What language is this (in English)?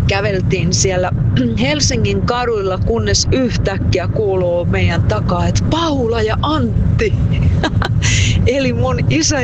Finnish